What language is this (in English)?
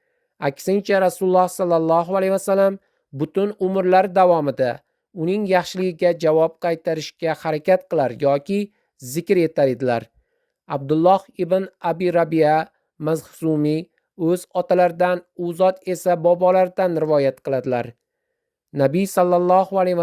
Uzbek